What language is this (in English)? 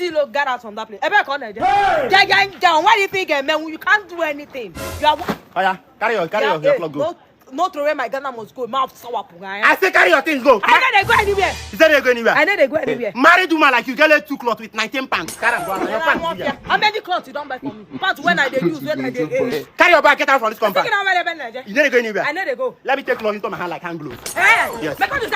Nigerian Pidgin